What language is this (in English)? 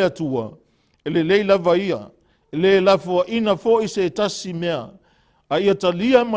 Samoan